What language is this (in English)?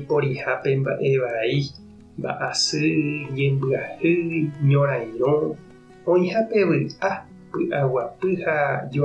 Guarani